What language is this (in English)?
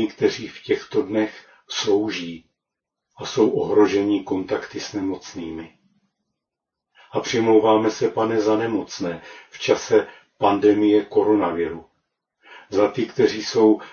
Czech